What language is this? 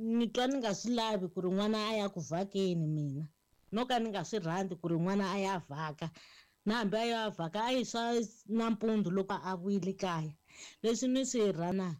Tsonga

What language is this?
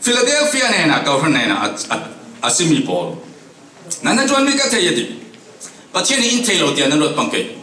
Falam Chin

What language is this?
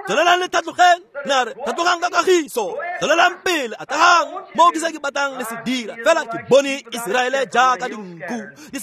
Tswana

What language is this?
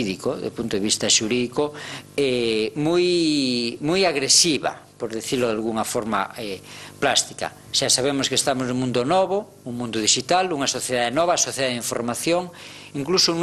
Galician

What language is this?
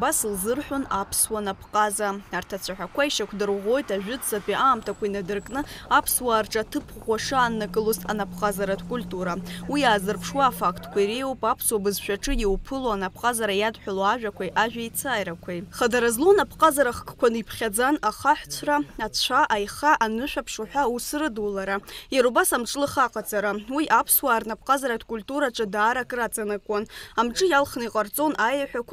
Abkhazian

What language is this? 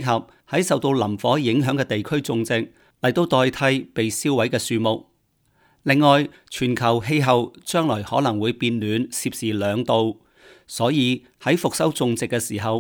Cantonese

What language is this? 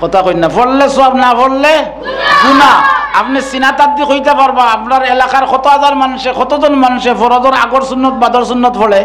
Sylheti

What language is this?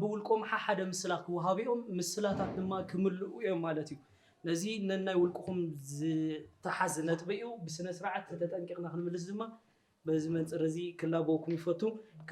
Tigrinya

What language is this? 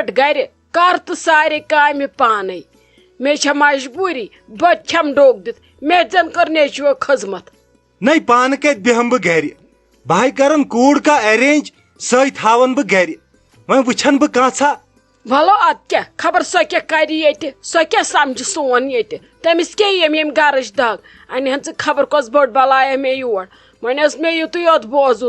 Kashmiri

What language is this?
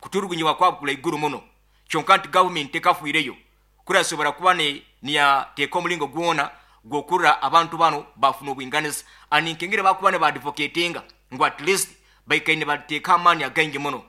Nyoro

